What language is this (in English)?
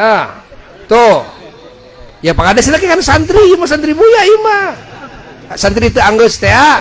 Sundanese